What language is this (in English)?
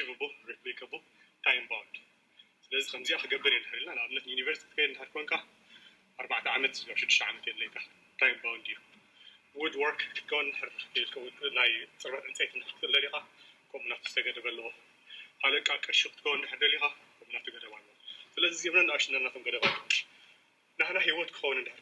Tigrinya